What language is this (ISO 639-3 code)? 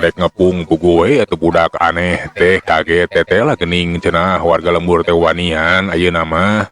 sun